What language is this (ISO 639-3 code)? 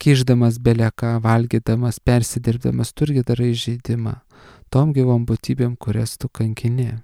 lit